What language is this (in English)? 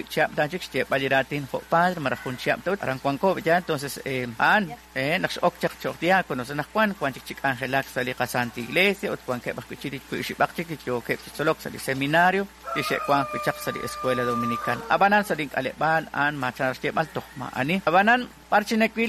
Kekchí